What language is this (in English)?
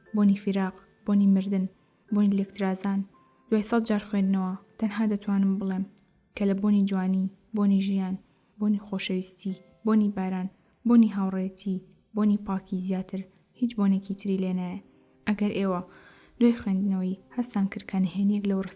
Central Kurdish